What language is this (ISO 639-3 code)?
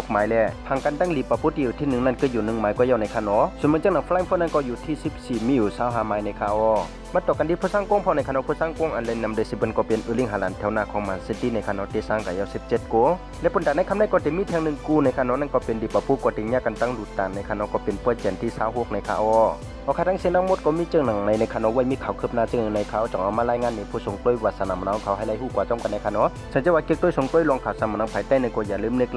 shn